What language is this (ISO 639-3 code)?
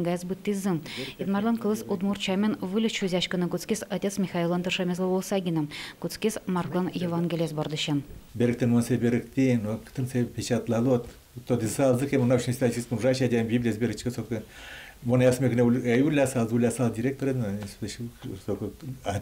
udm